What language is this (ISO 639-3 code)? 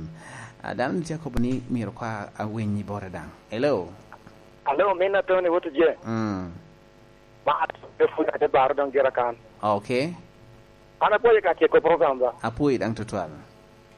laj